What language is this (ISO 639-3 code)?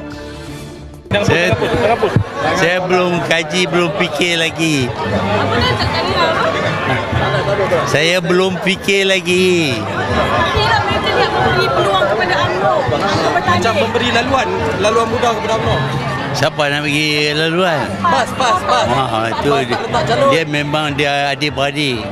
msa